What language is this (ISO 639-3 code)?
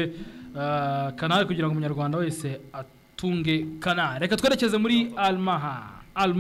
kin